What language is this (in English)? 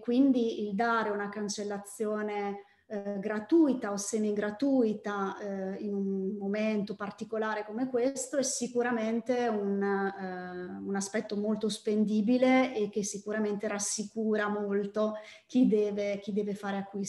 Italian